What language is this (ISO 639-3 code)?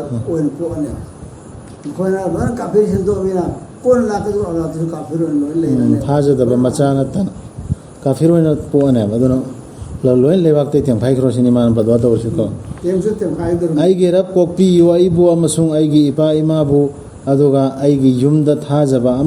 mni